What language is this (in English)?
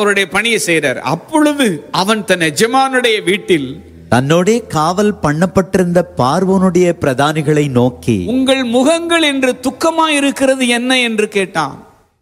Tamil